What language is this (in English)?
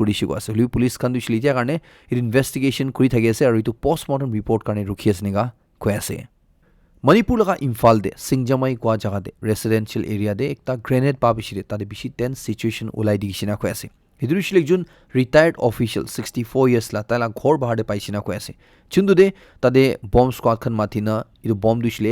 Naga Pidgin